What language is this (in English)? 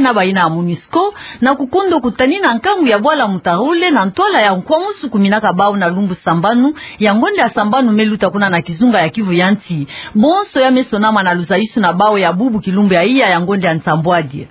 Kituba (Democratic Republic of Congo)